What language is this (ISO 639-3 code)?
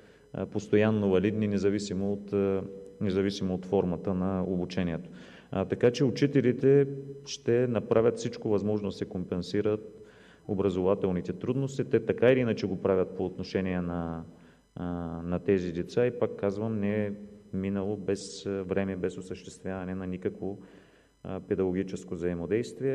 bul